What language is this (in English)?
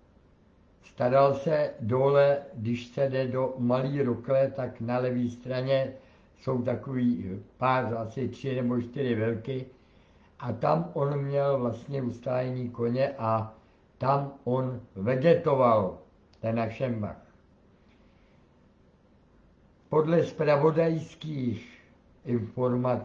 Czech